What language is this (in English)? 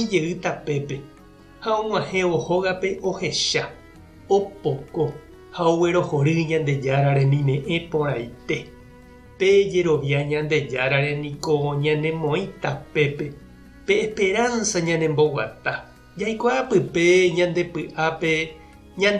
Guarani